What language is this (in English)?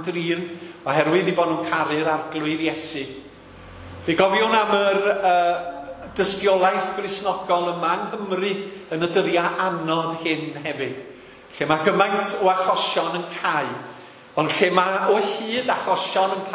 Welsh